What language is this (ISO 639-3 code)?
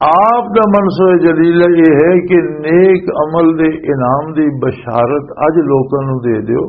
lah